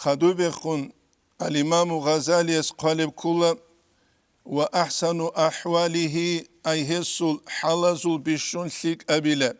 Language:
Avaric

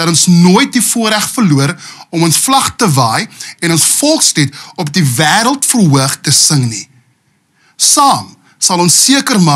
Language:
Afrikaans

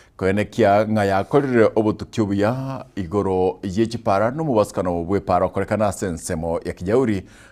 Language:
Gusii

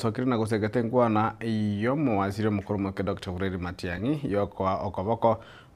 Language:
Gusii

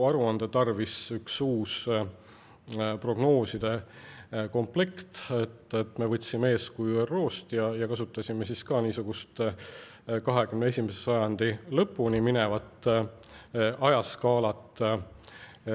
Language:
Estonian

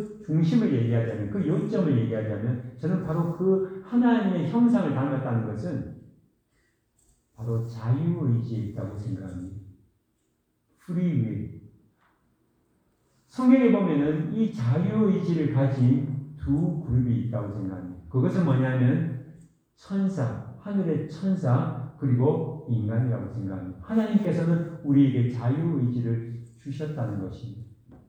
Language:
Korean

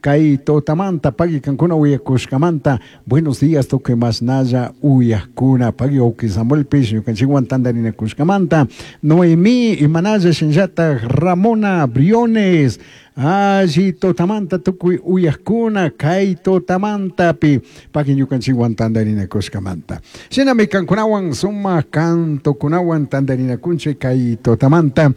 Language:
Chimborazo Highland Quichua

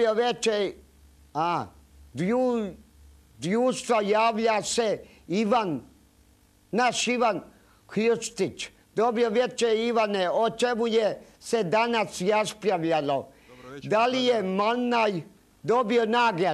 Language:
Croatian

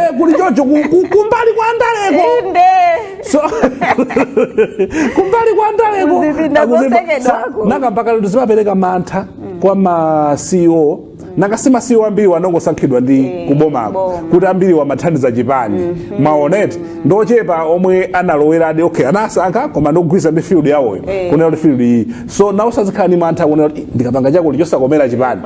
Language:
Nyanja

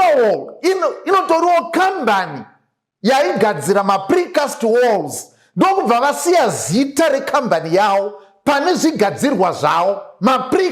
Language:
Shona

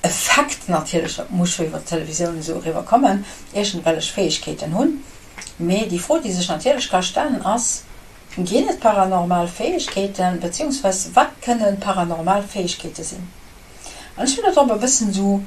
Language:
Luxembourgish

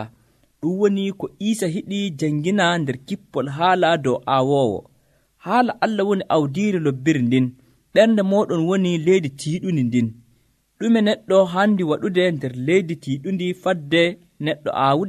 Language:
Nigerian Fulfulde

